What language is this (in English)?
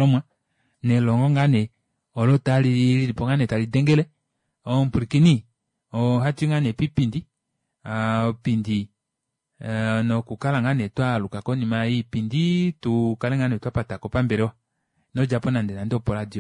Kuanyama